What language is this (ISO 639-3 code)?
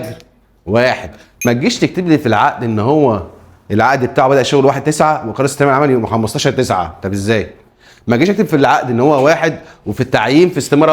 arz